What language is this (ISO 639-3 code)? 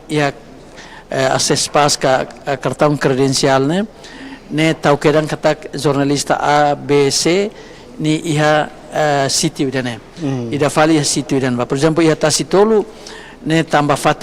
tet